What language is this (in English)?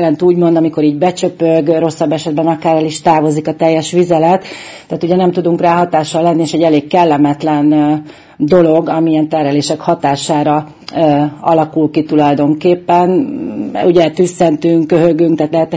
Hungarian